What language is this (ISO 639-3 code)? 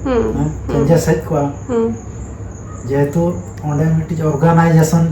sat